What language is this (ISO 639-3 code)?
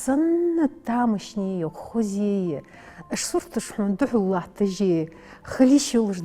inh